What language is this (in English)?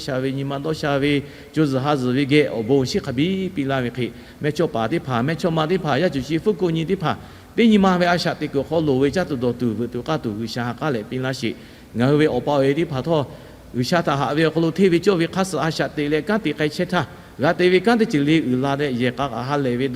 Lahu